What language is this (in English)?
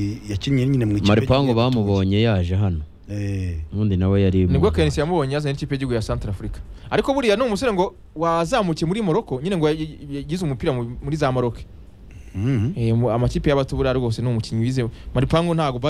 Kinyarwanda